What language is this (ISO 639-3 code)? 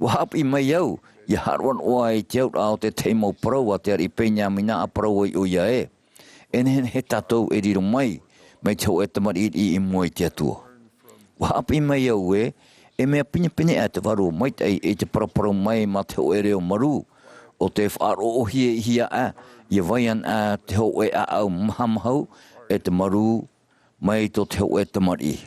tah